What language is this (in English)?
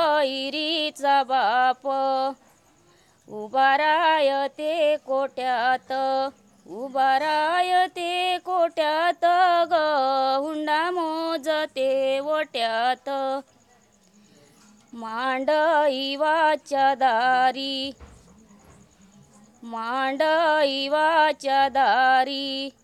Marathi